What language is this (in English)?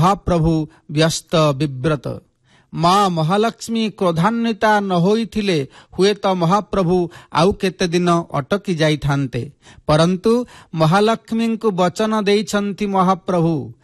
Odia